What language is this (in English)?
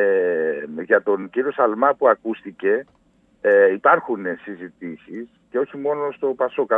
Greek